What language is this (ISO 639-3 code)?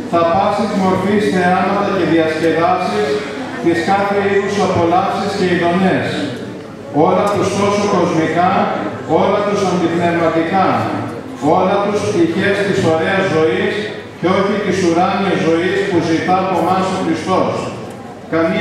ell